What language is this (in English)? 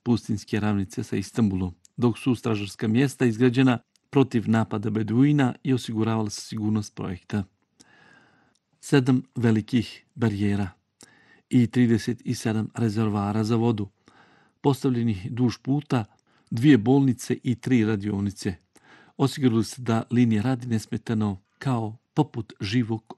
Bosnian